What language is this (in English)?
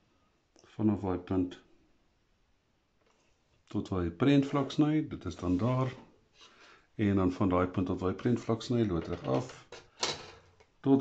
Afrikaans